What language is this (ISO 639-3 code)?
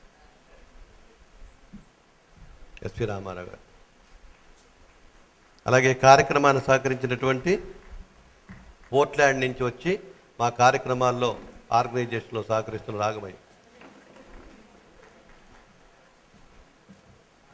tel